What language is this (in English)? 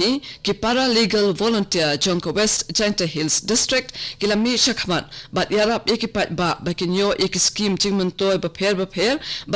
Khasi